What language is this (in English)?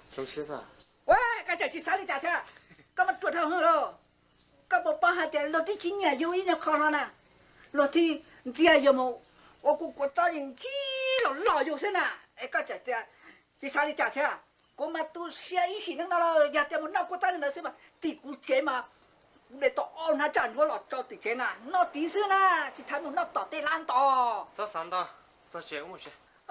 Hmong